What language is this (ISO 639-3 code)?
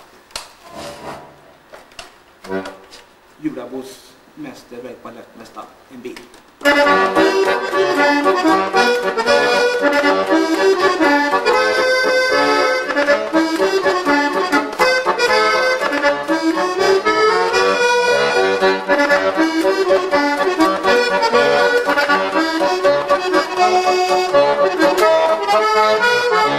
swe